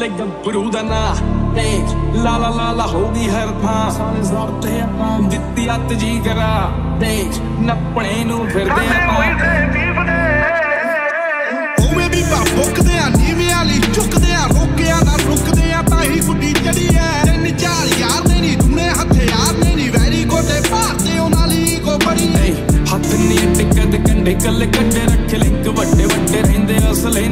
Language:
Punjabi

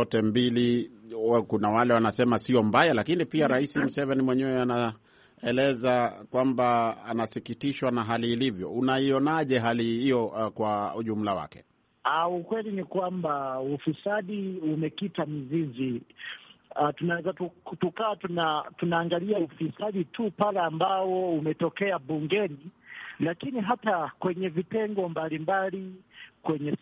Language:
Swahili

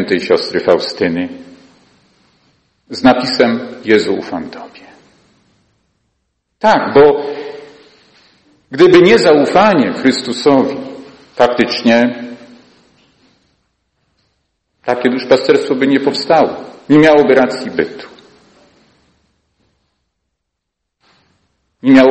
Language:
Polish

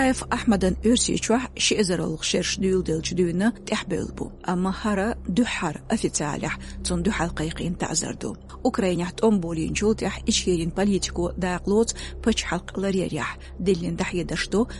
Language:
Chechen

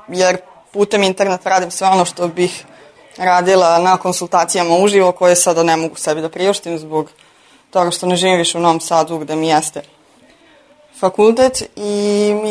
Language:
Serbian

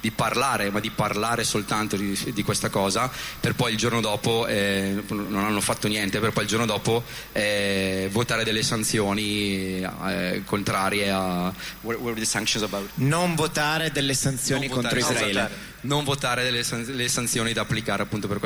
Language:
Italian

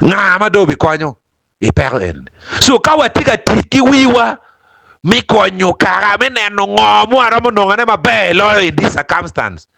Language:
Acoli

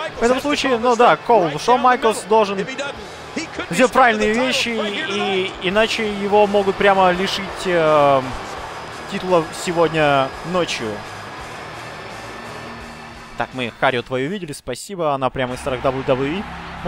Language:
Russian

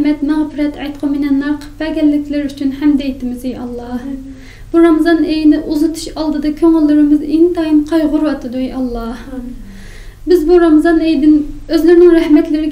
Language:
Uyghur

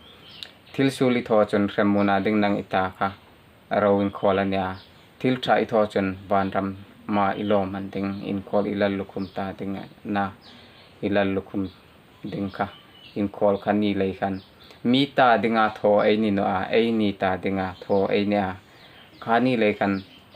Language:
Hmar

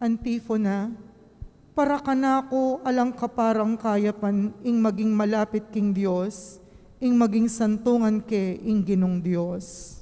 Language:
Pampanga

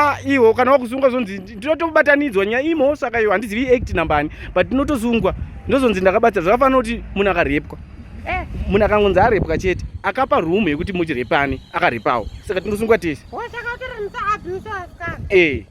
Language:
Shona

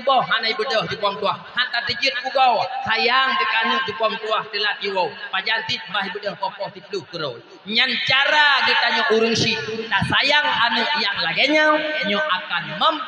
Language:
Achinese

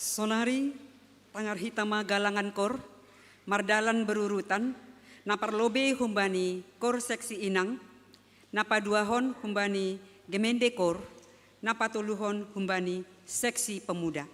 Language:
Batak Simalungun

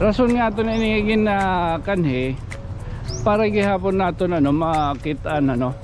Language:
Waray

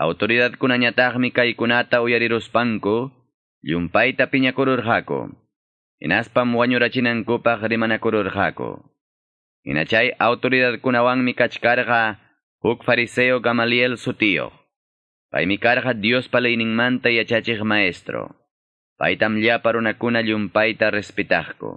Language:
Quechua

